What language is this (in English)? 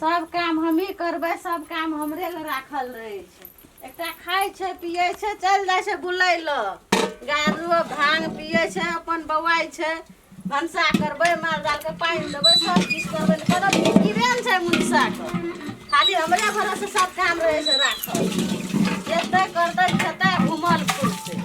Maithili